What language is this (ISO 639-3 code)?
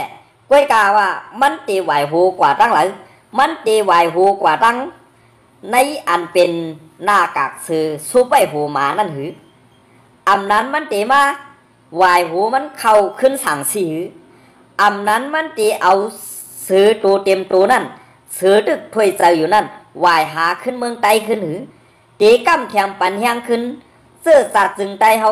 shn